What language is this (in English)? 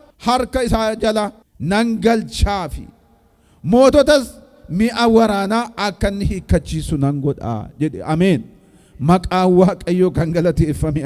Oromo